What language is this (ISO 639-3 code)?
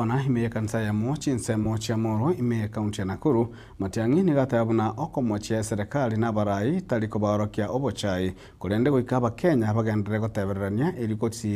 guz